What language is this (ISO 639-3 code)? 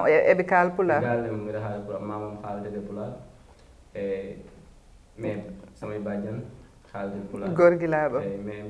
ful